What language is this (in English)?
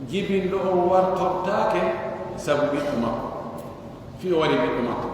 Pular